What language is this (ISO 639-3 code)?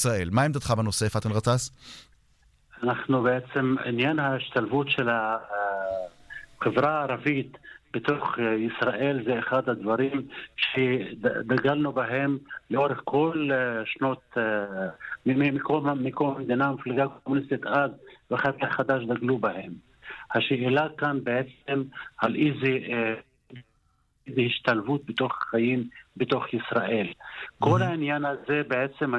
heb